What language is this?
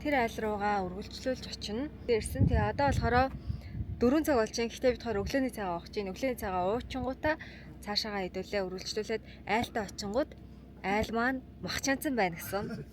Mongolian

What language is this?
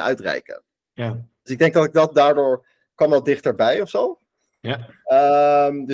Dutch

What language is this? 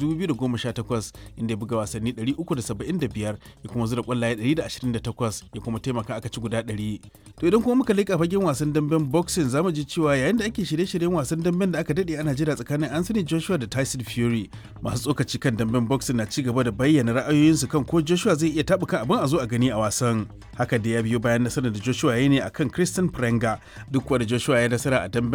Hausa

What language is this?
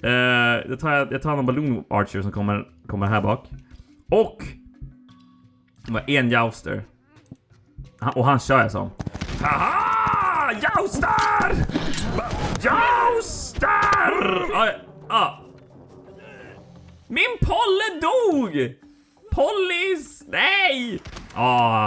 Swedish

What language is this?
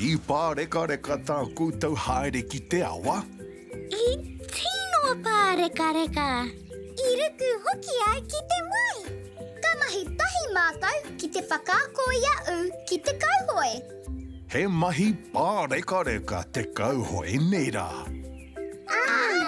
Māori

